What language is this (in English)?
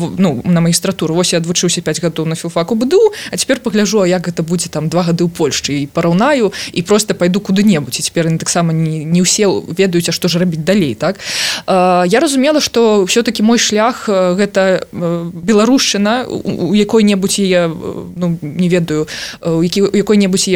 Belarusian